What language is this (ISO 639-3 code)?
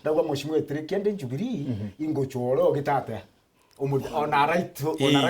mer